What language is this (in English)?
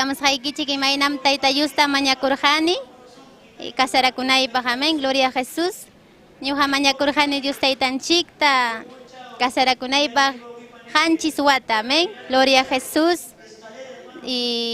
Ayacucho Quechua